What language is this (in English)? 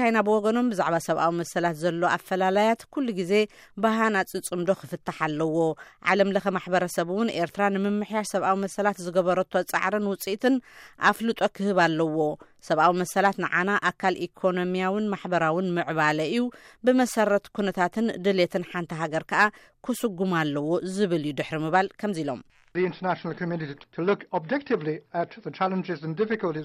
Tigrinya